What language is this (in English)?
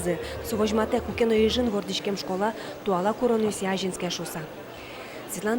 Udmurt